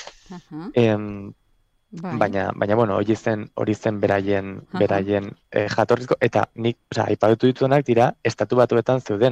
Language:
Basque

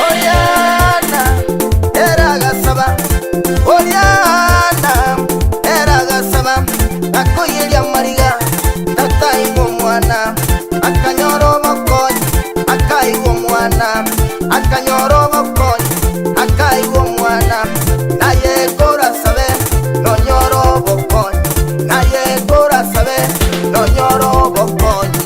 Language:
Gusii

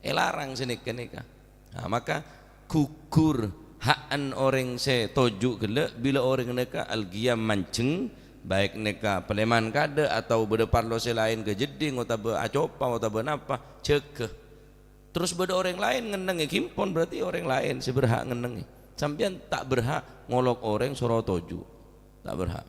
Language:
Madurese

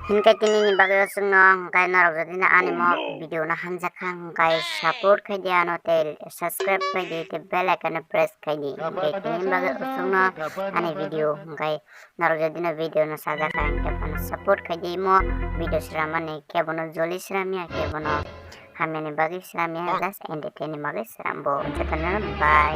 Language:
Kok Borok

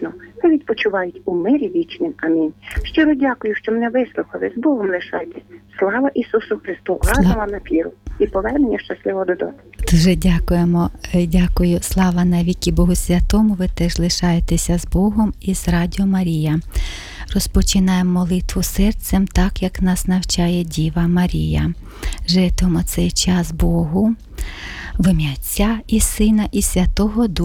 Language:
Ukrainian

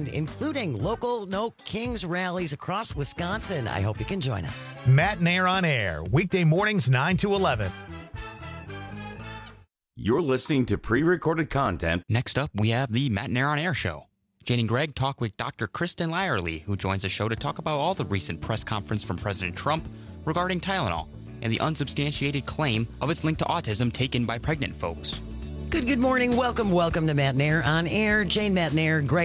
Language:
English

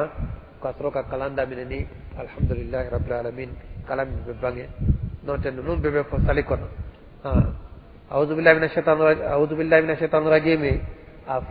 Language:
Bambara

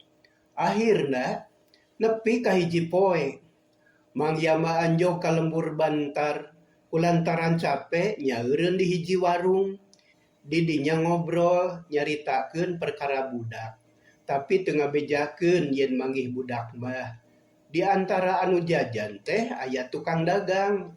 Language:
Sundanese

